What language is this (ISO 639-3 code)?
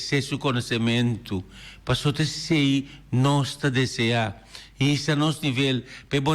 pap